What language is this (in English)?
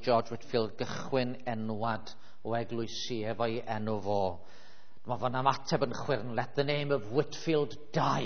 Welsh